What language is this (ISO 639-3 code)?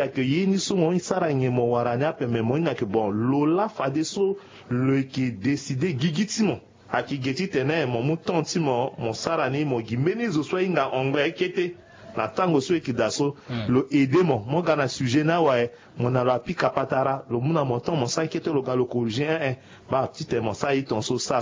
sag